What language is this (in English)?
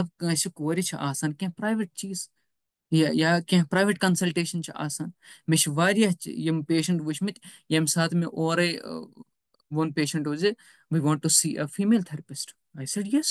Kashmiri